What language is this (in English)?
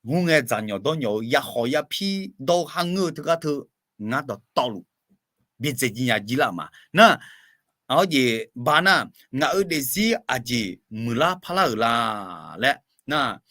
Akha